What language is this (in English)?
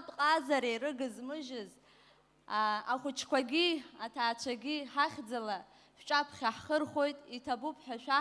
Abkhazian